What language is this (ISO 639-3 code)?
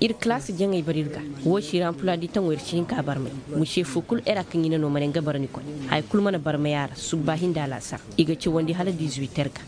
ses